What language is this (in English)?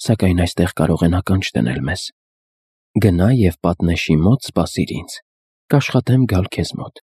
Armenian